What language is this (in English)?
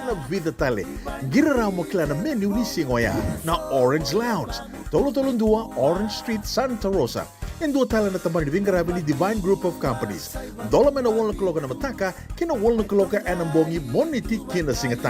Fijian